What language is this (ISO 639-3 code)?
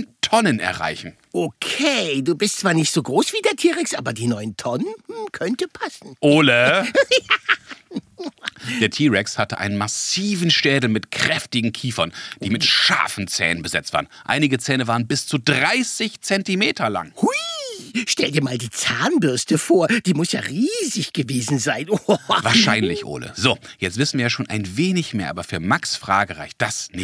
deu